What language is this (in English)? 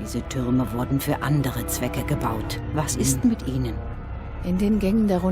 Swiss German